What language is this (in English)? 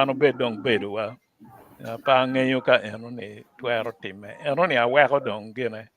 Acoli